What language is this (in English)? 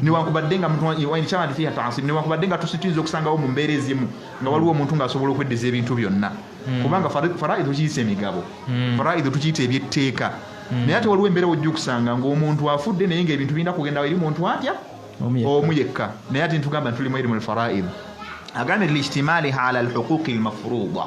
Ganda